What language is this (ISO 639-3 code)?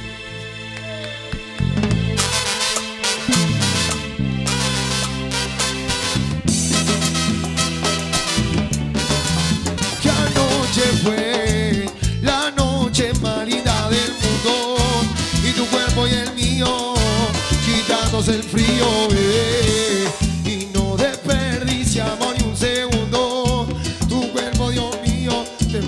spa